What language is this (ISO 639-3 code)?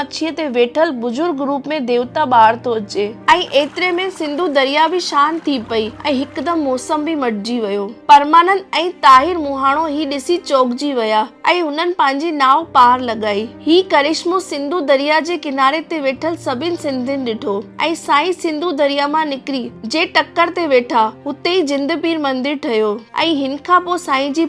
snd